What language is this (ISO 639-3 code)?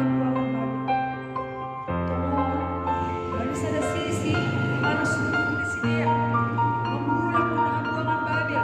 bts